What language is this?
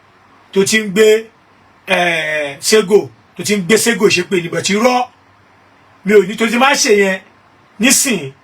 Yoruba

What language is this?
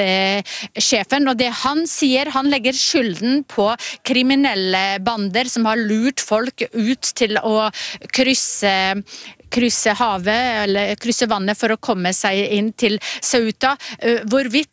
Norwegian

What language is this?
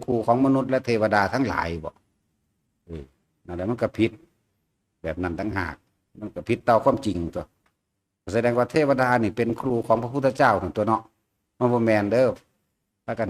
Northeastern Thai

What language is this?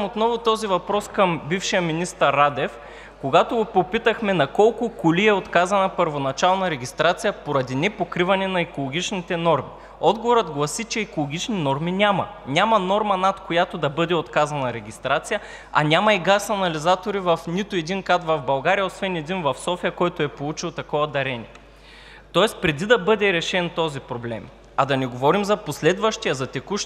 Bulgarian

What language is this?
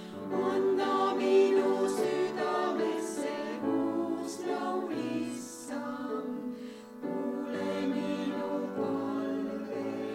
Estonian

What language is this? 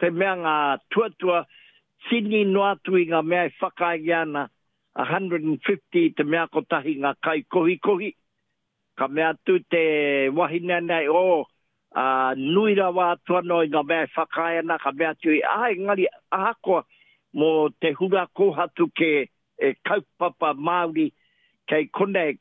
Māori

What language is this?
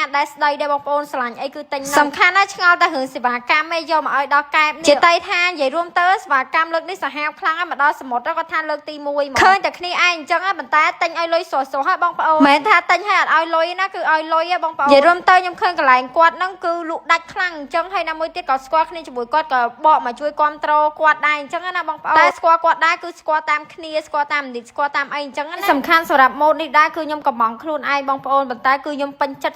Khmer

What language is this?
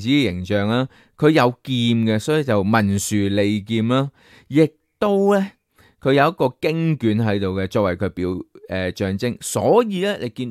Cantonese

